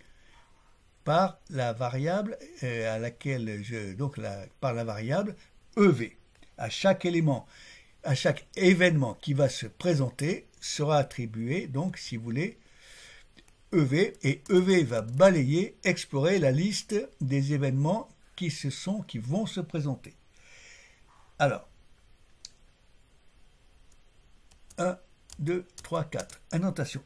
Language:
French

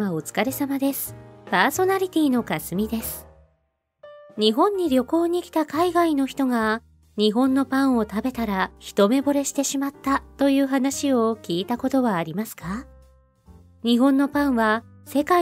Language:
Japanese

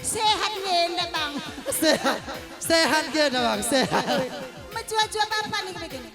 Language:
Batak Karo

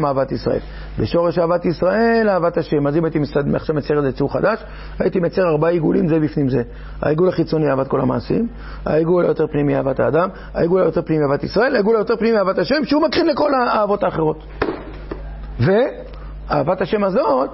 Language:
Hebrew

